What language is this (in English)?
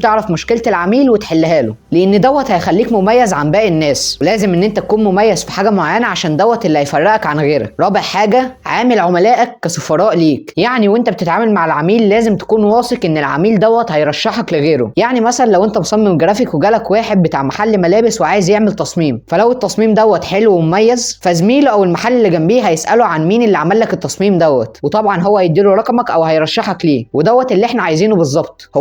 Egyptian Arabic